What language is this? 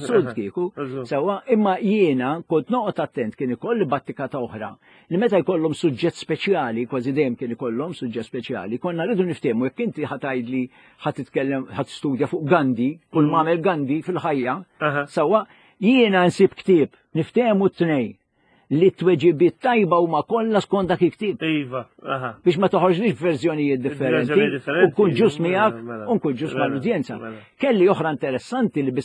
Maltese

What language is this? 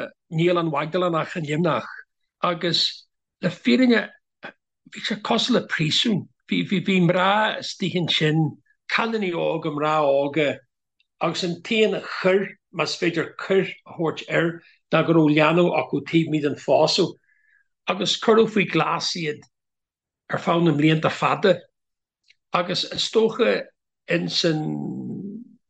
Irish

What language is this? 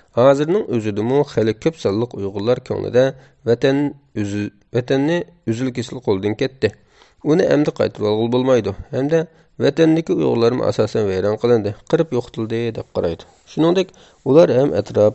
Uyghur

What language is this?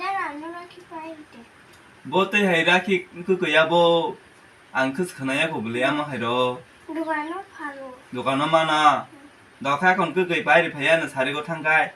Kok Borok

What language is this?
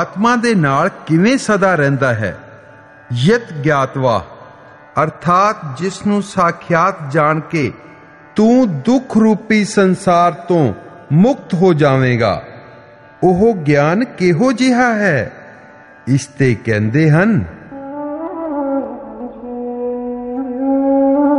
Punjabi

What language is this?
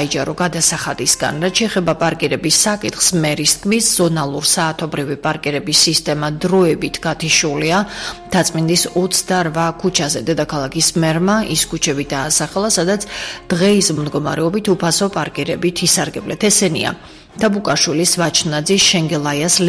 Georgian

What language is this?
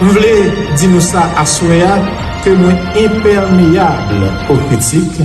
Haitian Creole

